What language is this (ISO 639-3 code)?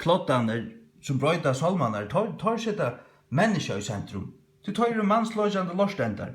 fao